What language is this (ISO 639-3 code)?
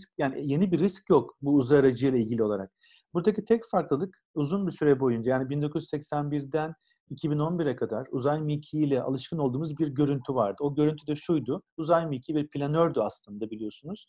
tur